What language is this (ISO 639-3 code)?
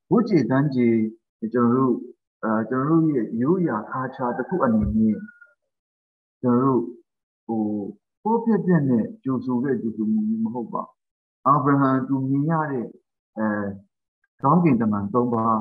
mya